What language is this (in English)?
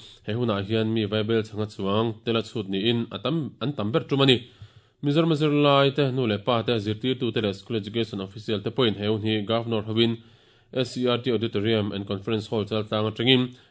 Mizo